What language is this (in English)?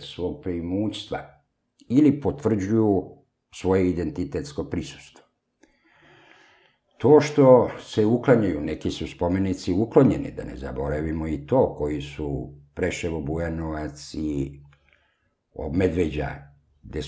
Serbian